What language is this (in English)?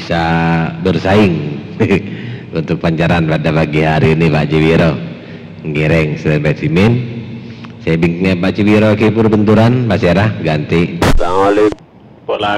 Madurese